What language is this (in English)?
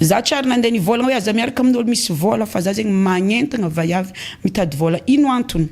Malagasy